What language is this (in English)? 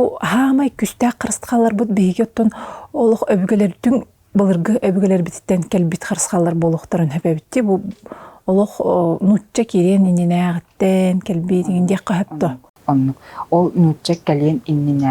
Yakut